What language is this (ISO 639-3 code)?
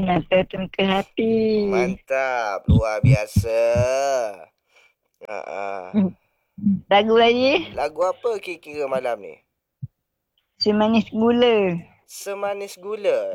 msa